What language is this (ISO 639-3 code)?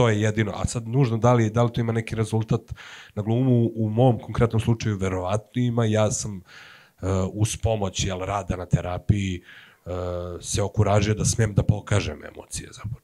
srp